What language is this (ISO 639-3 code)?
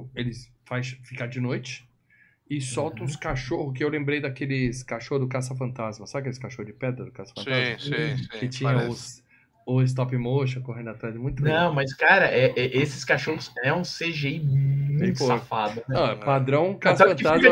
por